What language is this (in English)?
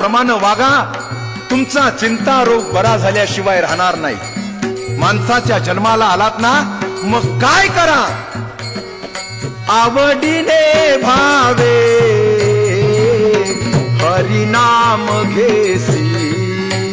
Marathi